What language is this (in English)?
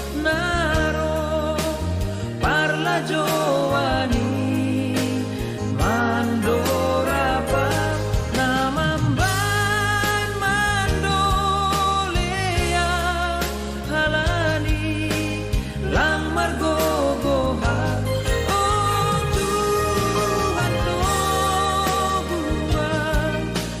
Batak Simalungun